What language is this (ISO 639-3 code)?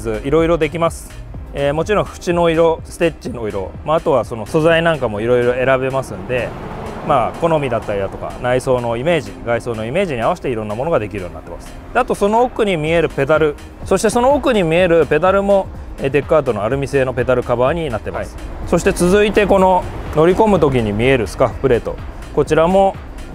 jpn